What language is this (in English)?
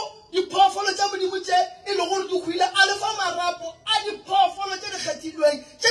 Northern Sotho